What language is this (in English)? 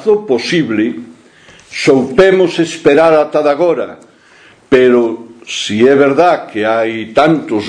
Galician